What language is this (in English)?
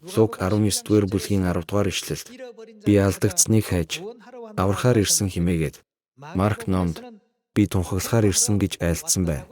Mongolian